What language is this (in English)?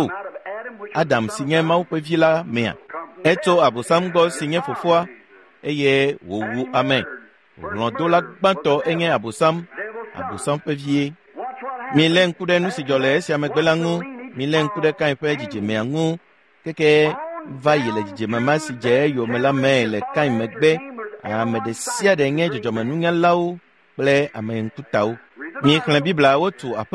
Ewe